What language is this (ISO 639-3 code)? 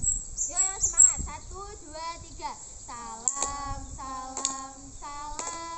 ind